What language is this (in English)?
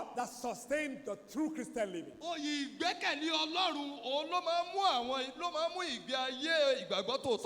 Yoruba